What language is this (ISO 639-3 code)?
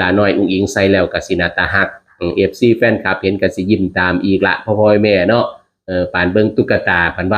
tts